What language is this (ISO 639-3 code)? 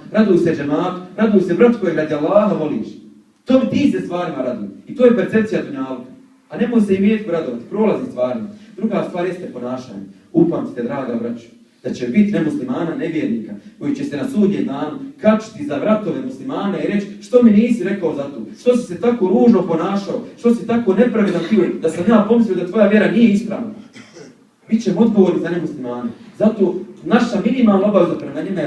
bos